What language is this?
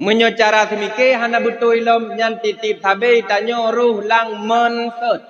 Achinese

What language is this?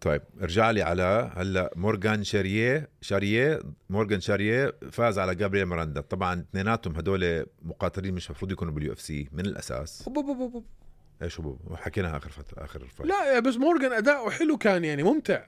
North Levantine Arabic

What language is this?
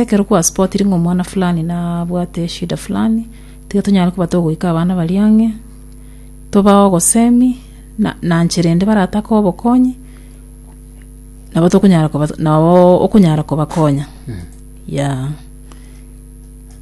Gusii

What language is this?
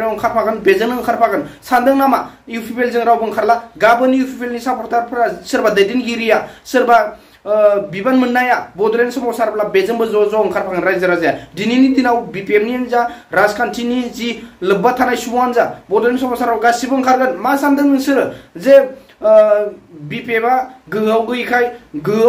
Bodo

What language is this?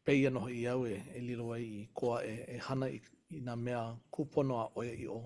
Hawaiian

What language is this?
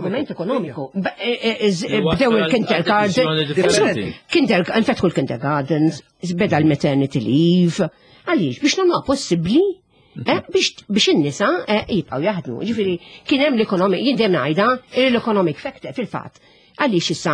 Maltese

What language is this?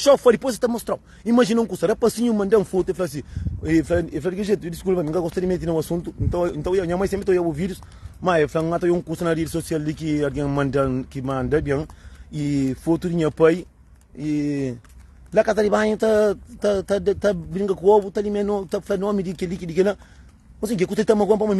Kabuverdianu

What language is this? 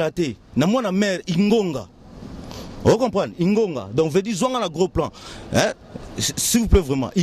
Lingala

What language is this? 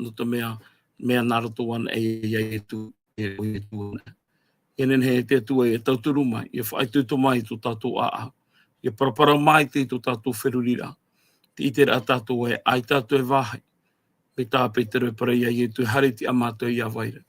Tahitian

